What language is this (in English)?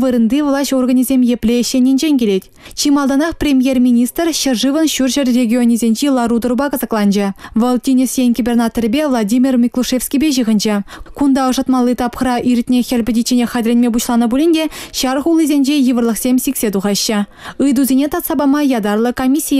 Chuvash